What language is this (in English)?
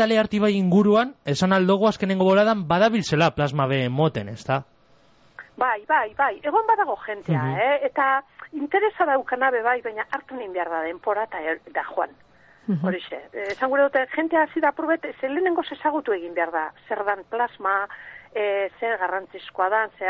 Basque